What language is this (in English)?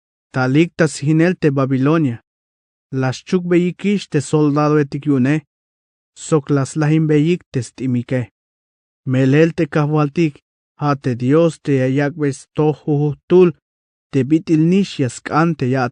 Tzeltal